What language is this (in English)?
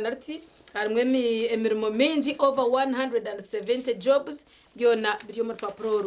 Nyankole